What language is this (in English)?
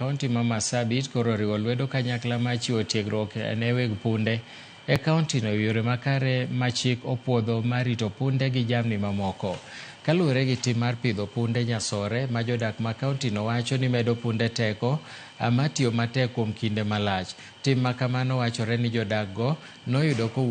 Luo (Kenya and Tanzania)